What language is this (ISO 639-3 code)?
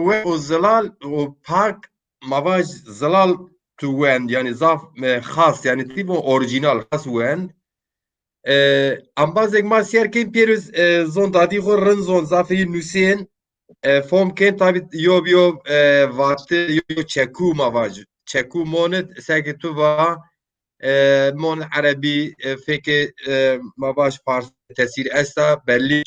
zza